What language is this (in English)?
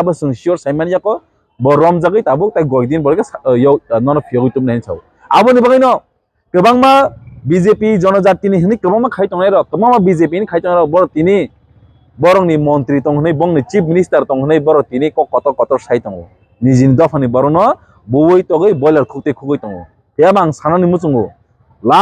Kok Borok